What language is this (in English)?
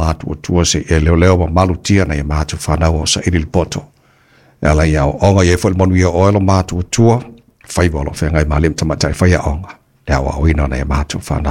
Samoan